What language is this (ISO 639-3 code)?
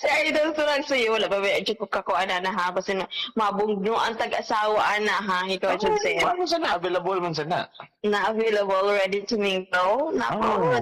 ceb